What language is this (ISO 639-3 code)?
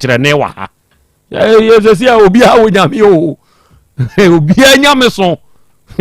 aka